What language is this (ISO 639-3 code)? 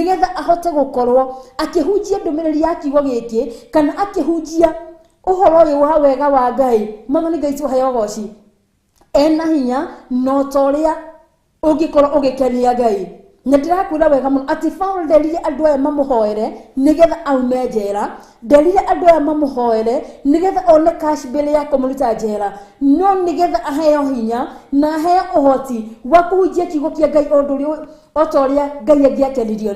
kik